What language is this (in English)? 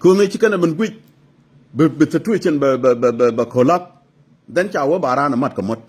Nuer